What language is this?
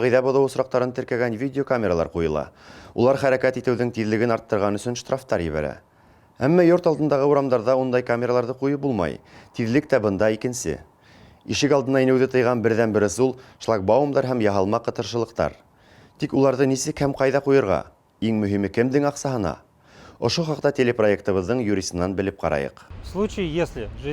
Bashkir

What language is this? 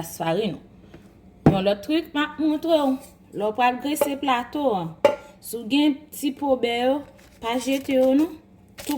Haitian Creole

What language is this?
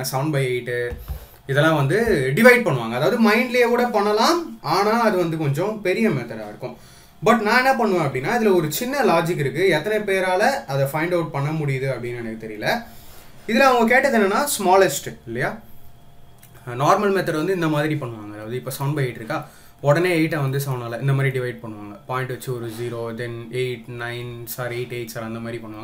Tamil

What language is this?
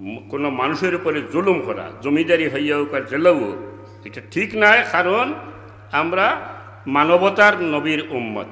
Sylheti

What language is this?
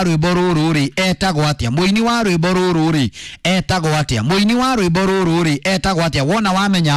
Kikuyu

